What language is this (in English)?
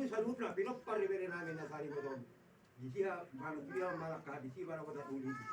Batak Toba